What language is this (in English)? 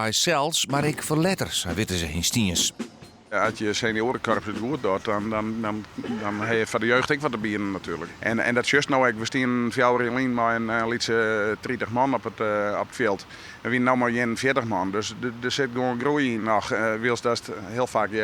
Western Frisian